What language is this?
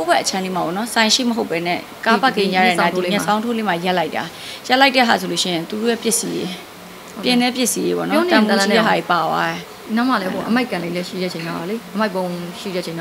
Burmese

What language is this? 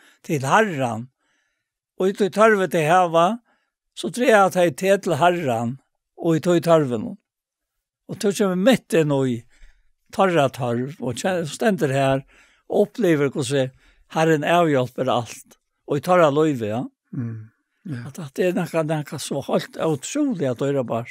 Faroese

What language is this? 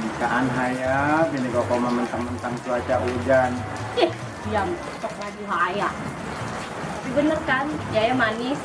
Betawi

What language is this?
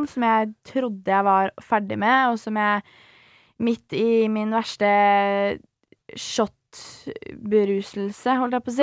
Norwegian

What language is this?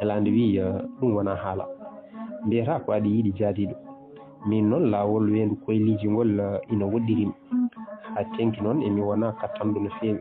Fula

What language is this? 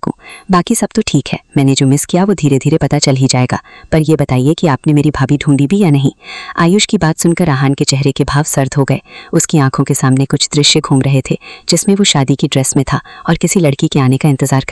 Hindi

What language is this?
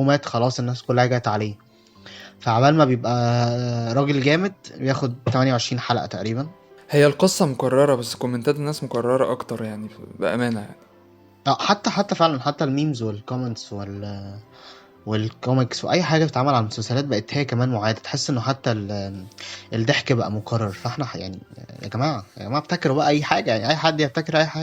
Egyptian Arabic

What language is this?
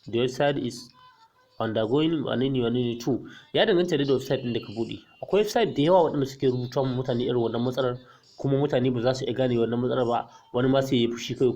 Hausa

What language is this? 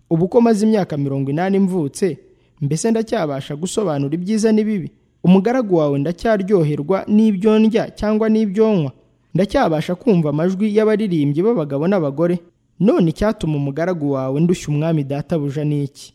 Kinyarwanda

